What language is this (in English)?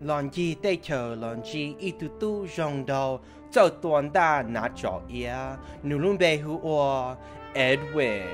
Hmong